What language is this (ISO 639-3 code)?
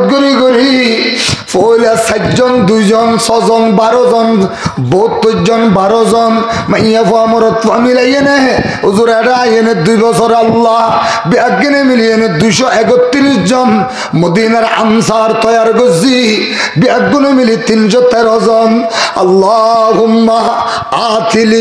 rhg